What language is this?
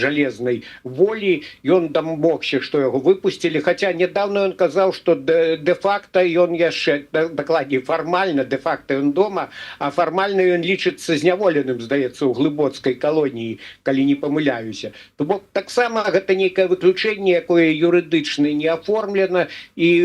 Belarusian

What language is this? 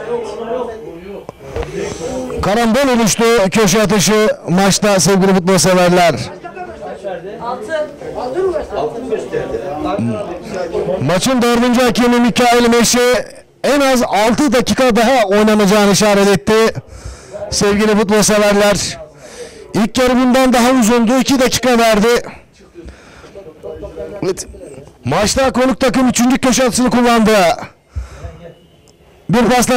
Turkish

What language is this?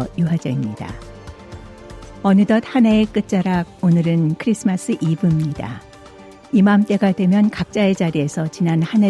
Korean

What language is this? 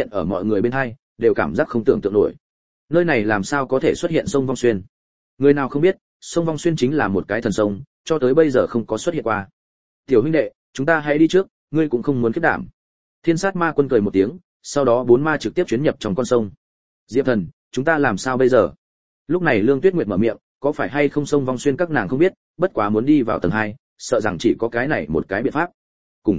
Vietnamese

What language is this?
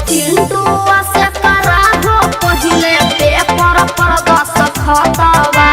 Magahi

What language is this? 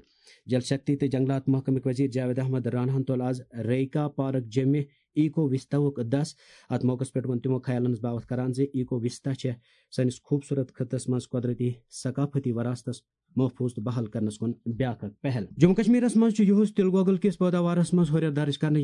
Kashmiri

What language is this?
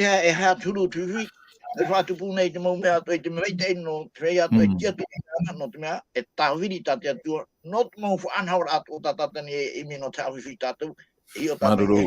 Tahitian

